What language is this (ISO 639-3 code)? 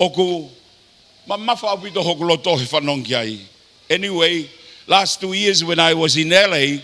ton